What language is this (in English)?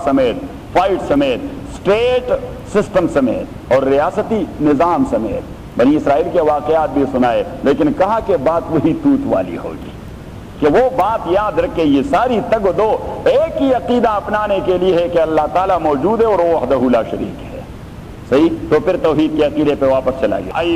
Urdu